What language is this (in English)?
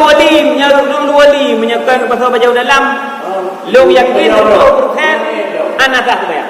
Achinese